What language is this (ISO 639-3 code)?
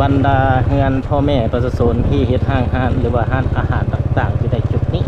lao